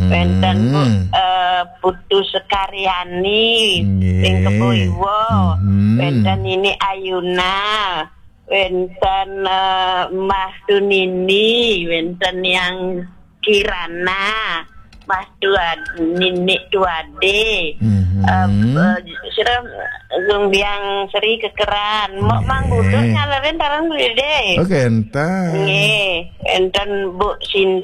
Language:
Balinese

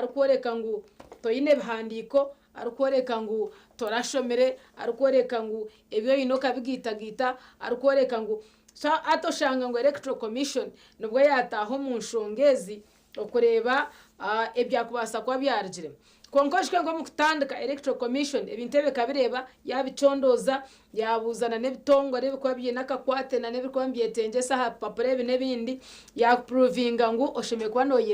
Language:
Nyankole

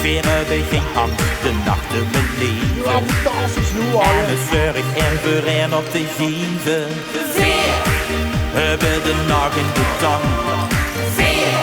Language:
Limburgish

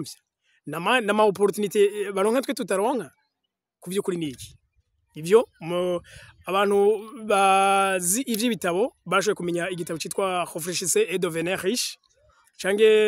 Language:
Rundi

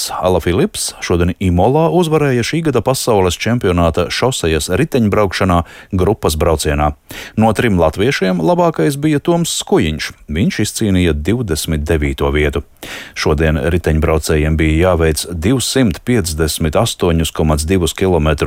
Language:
Latvian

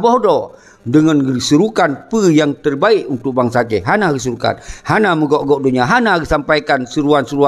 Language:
Achinese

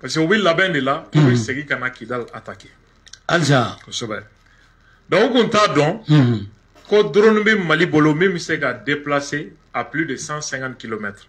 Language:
Bambara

